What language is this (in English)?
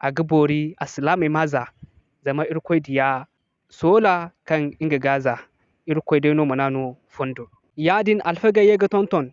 Zarma